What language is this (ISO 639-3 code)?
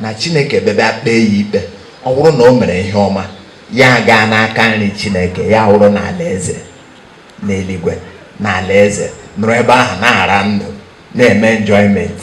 ibo